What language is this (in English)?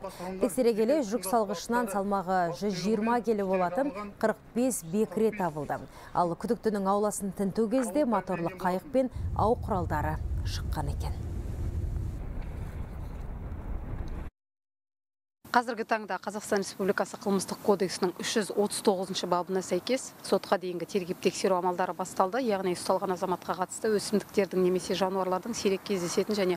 Kazakh